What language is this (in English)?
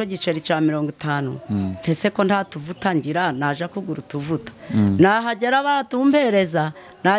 Kinyarwanda